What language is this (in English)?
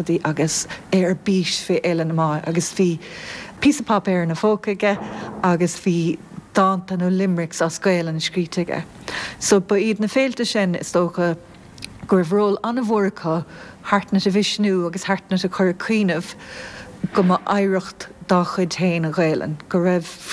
Irish